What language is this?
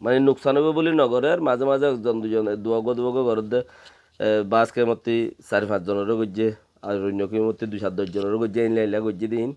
Rohingya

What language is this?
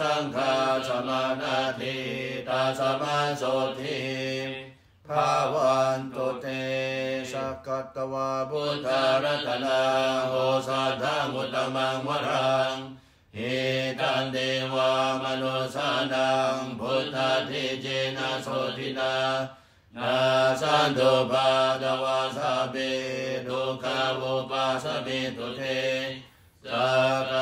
Pali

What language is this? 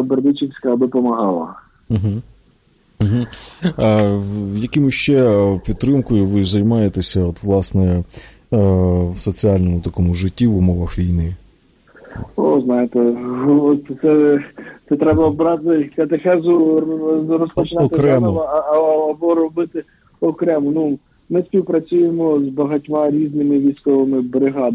Ukrainian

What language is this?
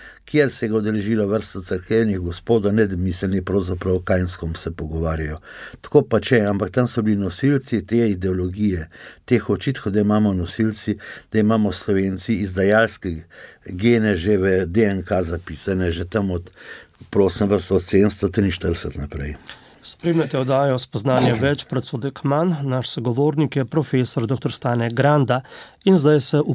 Slovenian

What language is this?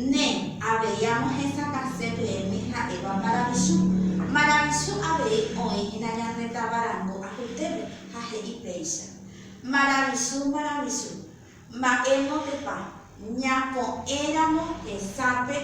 Guarani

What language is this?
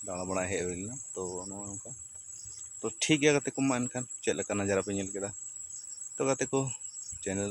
Santali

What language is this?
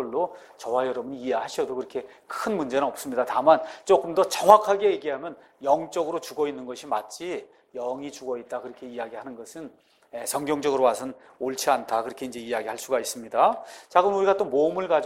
Korean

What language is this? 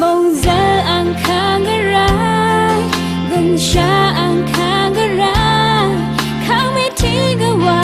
Rawang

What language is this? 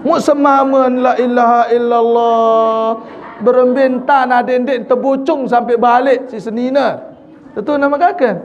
Sasak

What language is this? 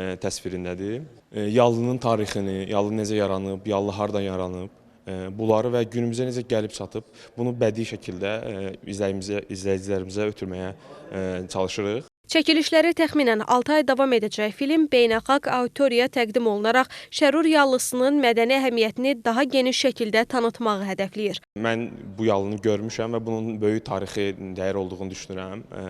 Azerbaijani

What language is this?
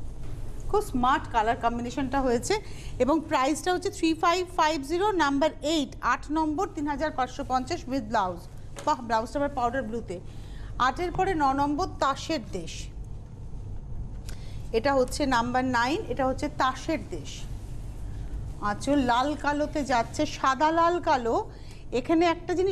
Bangla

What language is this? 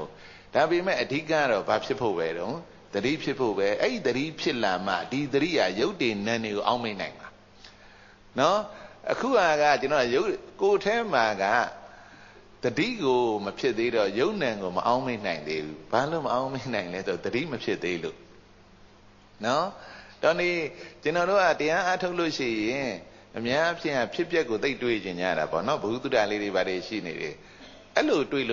Burmese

